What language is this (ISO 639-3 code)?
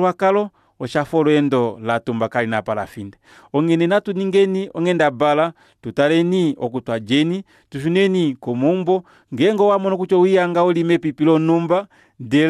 kua